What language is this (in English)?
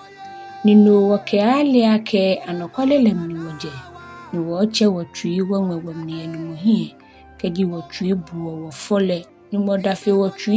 Ga